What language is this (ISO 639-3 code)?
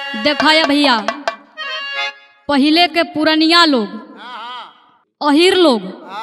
bho